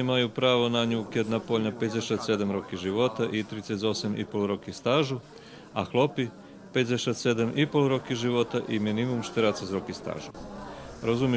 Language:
Rusyn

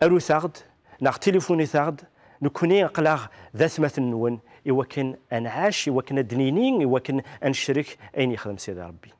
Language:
Kabyle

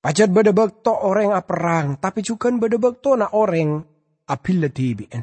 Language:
Madurese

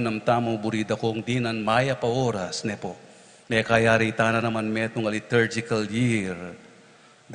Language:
Pampanga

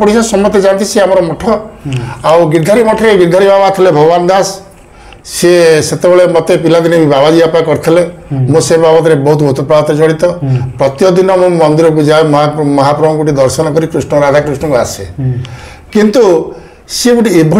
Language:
Odia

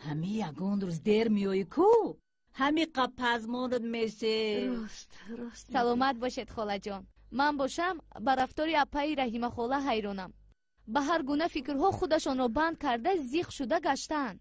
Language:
Tajik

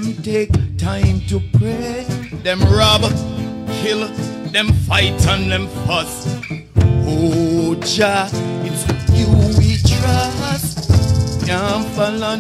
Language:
Jamaican Creole English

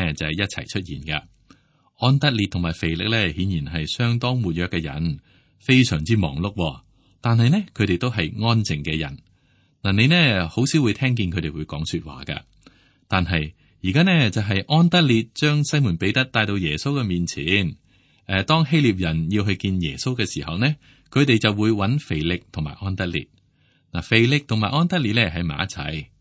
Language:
Cantonese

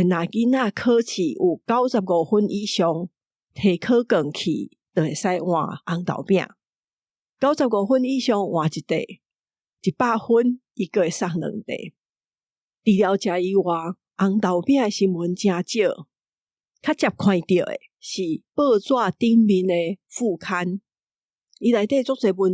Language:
Min Nan Chinese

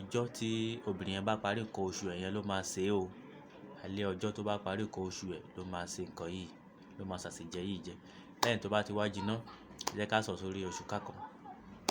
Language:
Yoruba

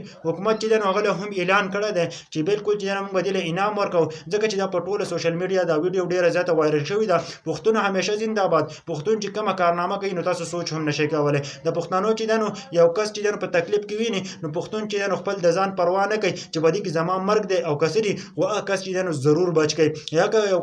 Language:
Pashto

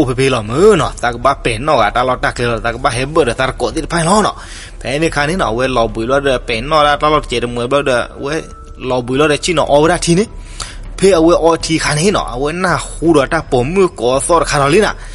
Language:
S'gaw Karen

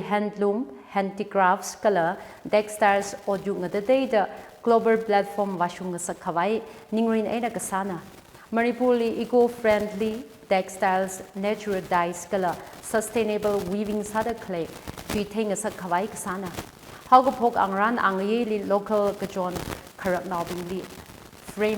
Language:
Tangkhul Naga (India)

